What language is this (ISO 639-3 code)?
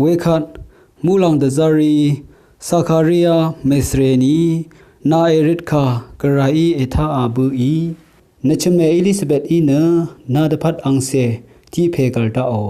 raw